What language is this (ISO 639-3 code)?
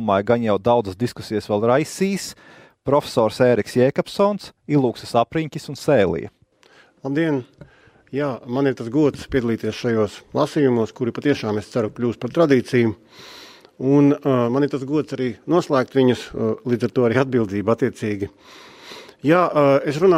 lav